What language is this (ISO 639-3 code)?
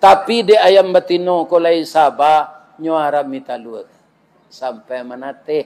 min